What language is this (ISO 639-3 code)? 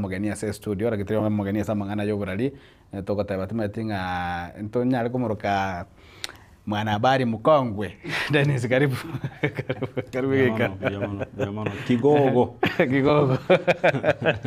guz